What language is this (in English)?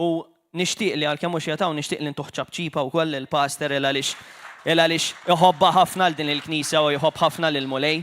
Maltese